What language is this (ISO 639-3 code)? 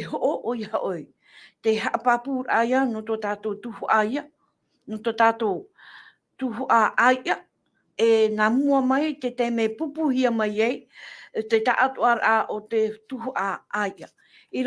tah